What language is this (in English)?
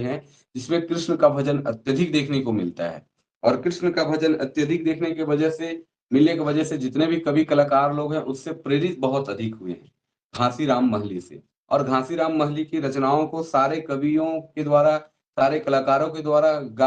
Sadri